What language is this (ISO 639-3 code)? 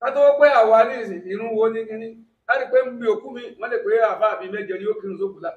yor